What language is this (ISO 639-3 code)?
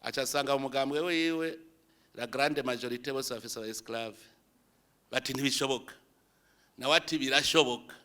run